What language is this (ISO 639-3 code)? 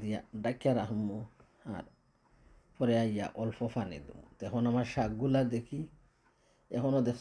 syl